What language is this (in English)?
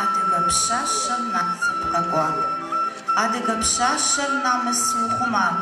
Adyghe